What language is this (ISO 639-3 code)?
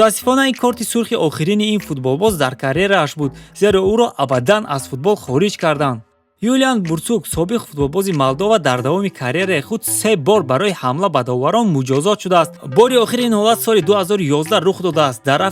tgk